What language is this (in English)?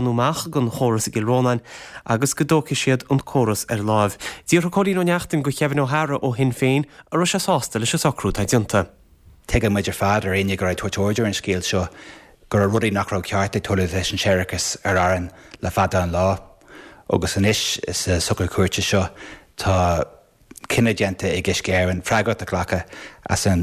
Irish